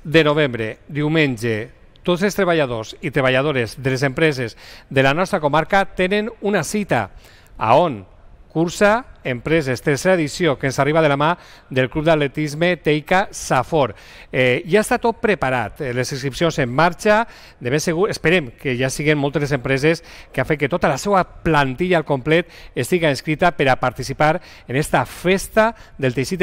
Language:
Catalan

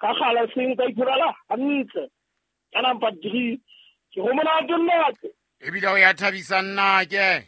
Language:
Southern Sotho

